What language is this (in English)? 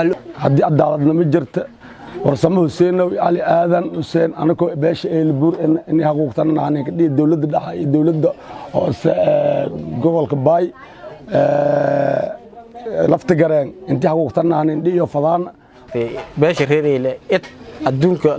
Somali